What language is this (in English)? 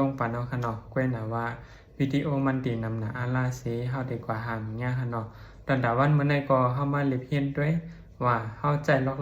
Shan